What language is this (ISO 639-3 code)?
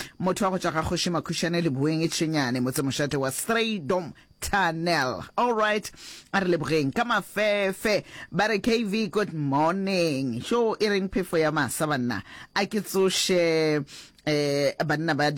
nso